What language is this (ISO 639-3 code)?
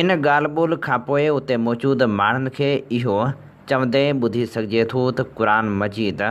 snd